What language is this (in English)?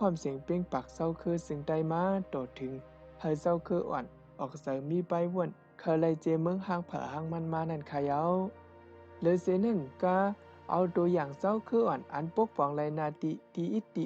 Shan